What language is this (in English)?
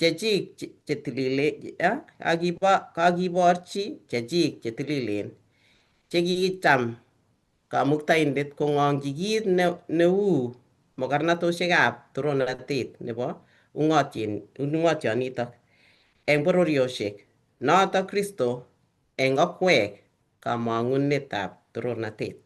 Kalenjin